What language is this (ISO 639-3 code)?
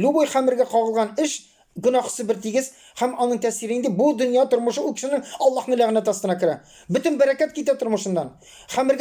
tat